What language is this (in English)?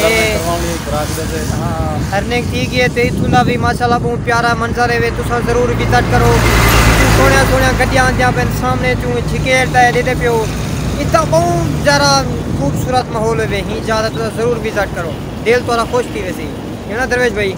Saraiki